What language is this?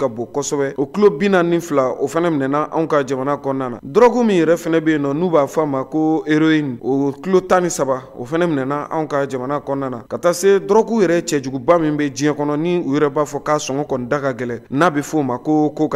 Bambara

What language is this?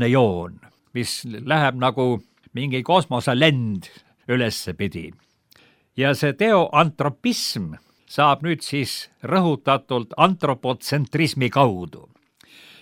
Estonian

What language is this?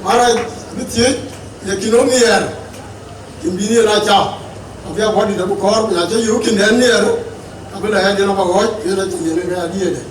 Dinka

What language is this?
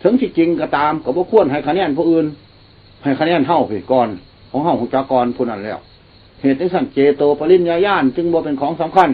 Lao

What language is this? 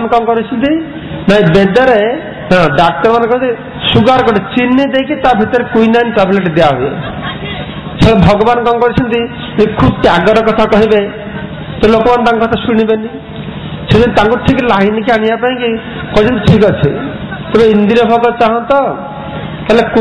Odia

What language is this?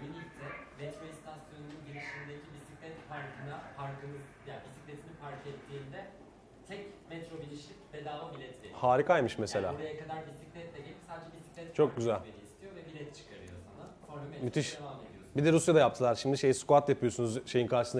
Turkish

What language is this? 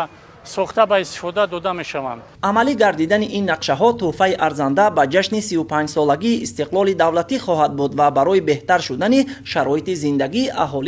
Tajik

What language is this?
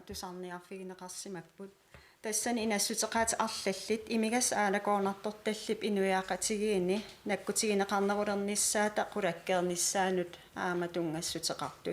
Kalaallisut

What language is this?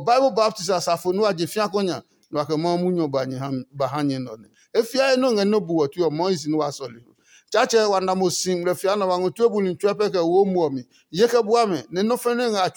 Adangme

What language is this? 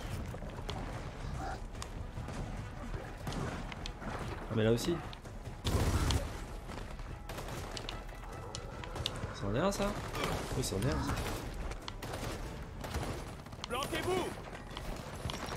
French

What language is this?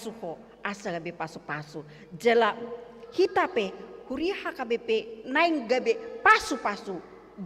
Batak Toba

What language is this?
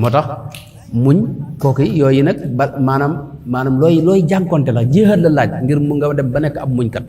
Wolof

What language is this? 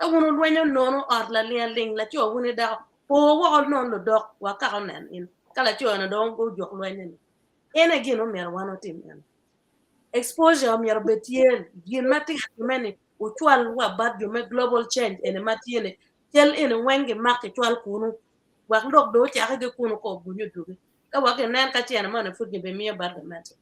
Acoli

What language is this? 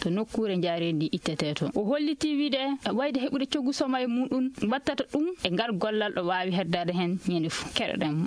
Nigerian Fulfulde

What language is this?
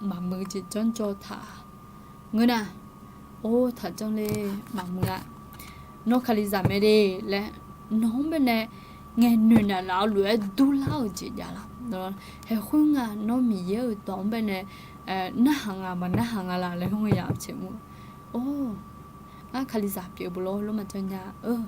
Akha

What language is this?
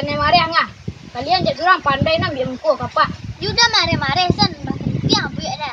Minangkabau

